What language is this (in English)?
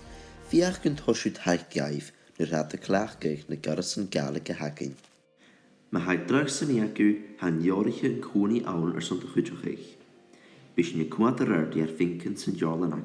Scottish Gaelic